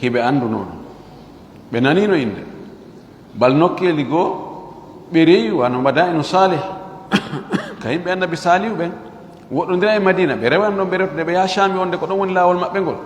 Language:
Fula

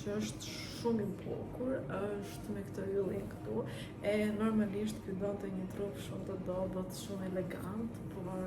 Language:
Albanian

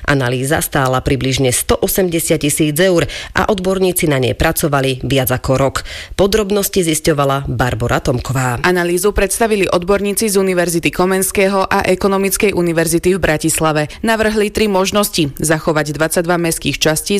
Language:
Slovak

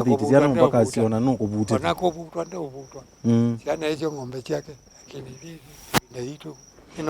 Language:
Kamba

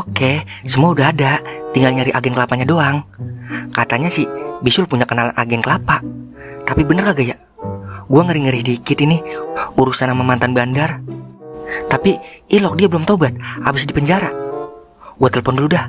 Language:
Betawi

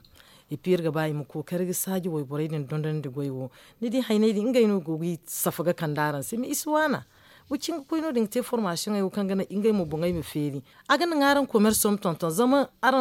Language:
Zarma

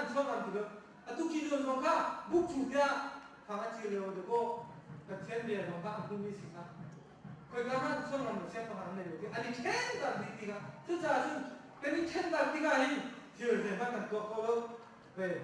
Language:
Hakha Chin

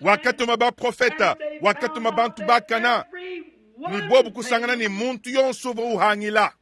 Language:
Luba-Lulua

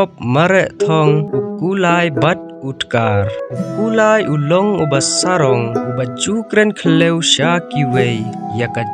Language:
Khasi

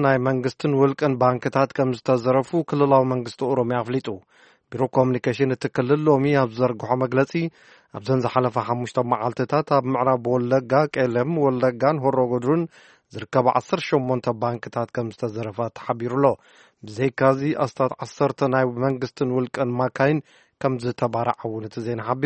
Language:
Tigrinya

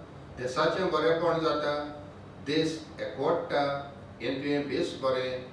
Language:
Konkani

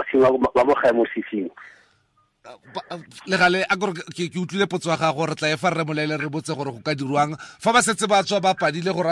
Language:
Tswana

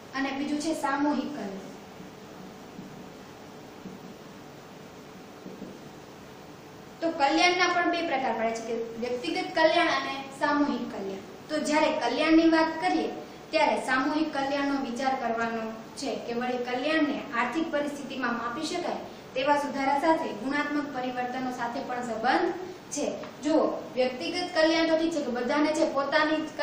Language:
Gujarati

